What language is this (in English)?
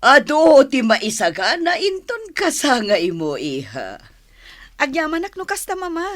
Iloko